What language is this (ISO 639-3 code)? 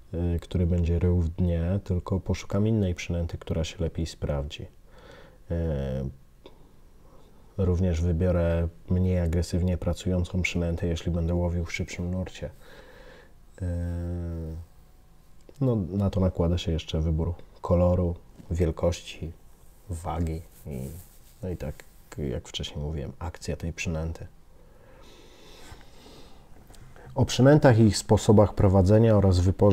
pol